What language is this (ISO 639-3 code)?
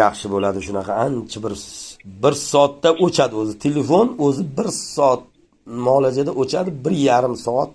uzb